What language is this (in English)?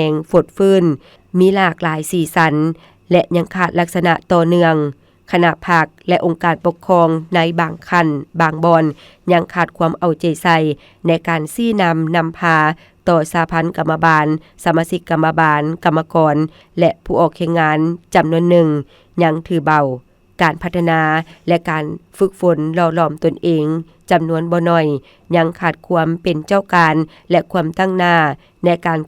Lao